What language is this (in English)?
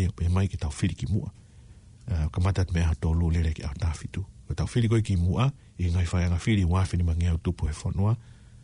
Tongan